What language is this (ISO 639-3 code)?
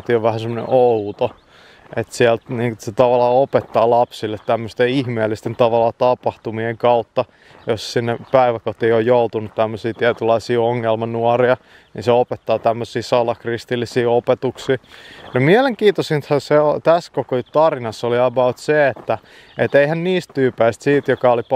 fin